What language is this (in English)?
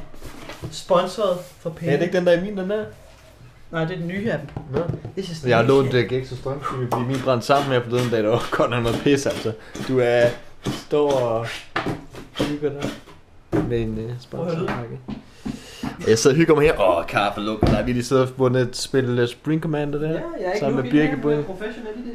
Danish